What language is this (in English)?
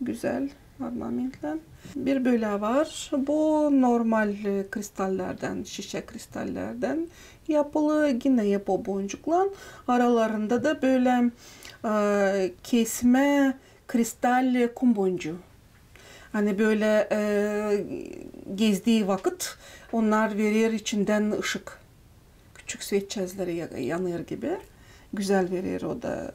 Gagauz